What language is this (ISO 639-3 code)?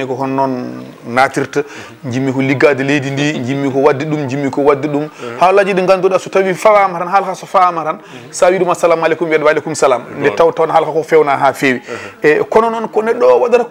ful